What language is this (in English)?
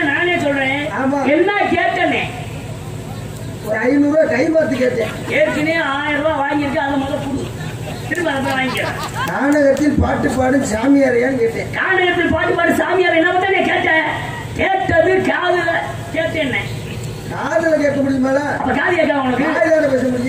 Tamil